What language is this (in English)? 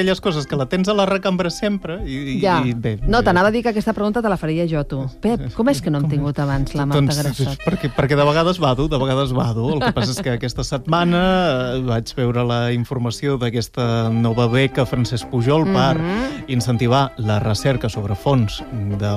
Catalan